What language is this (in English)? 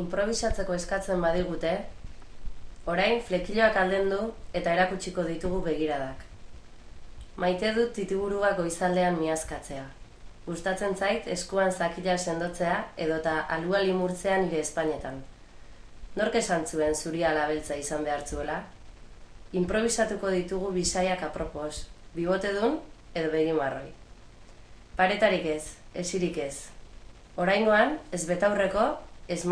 Basque